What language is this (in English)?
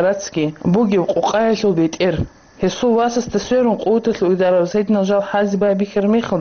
Avaric